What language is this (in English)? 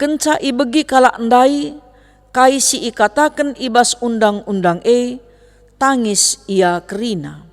Batak Karo